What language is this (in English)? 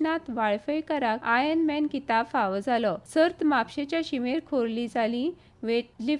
Konkani